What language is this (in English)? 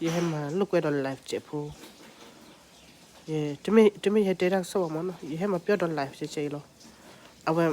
S'gaw Karen